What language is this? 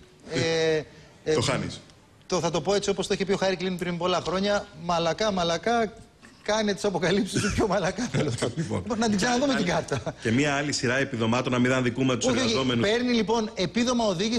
Greek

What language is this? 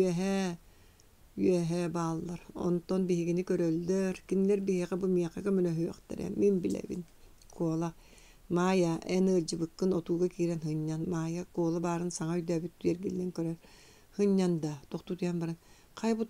Yakut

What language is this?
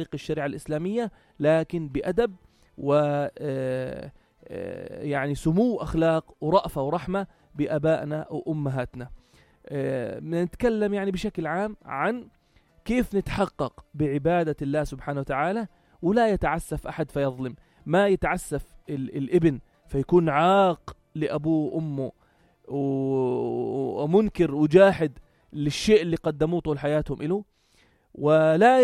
North Levantine Arabic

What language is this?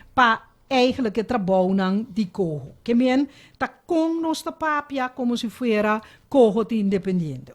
Papiamento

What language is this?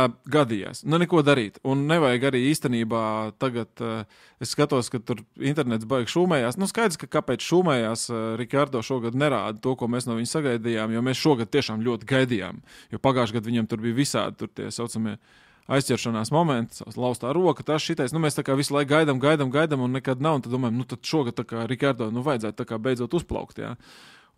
Latvian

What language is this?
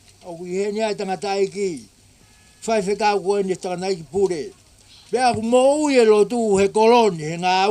Tongan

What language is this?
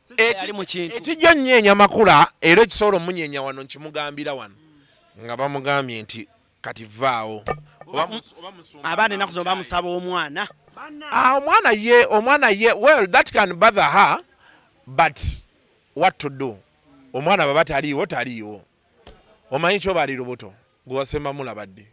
Ganda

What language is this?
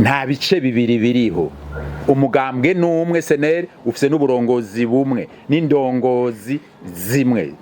Rundi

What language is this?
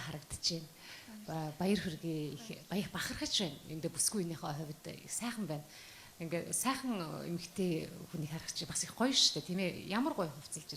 Mongolian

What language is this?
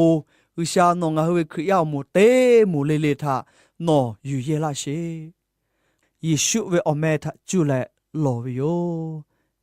Lahu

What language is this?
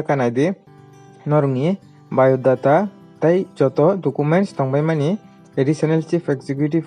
Kok Borok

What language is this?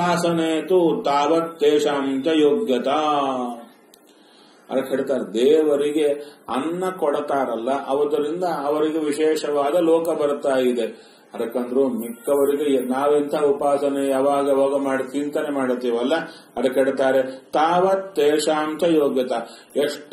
Kannada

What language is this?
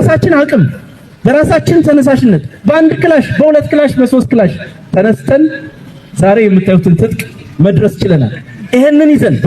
Amharic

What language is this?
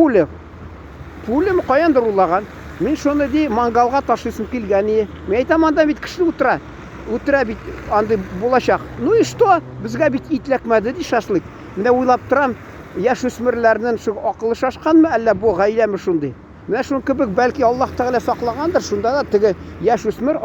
Tatar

